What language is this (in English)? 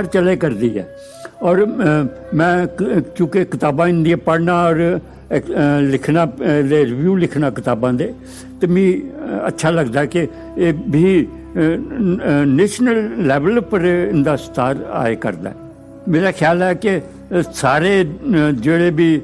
Dogri